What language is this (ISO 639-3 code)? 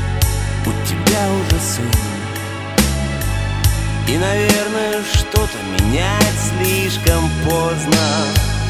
rus